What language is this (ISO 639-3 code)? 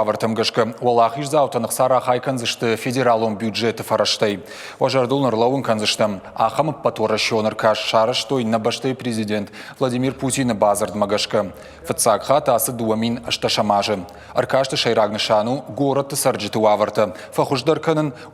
oss